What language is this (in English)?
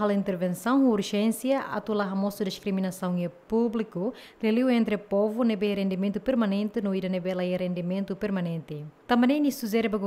Tetum